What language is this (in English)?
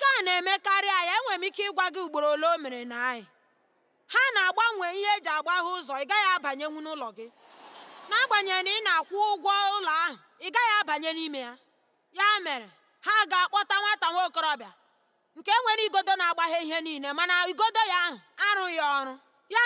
Igbo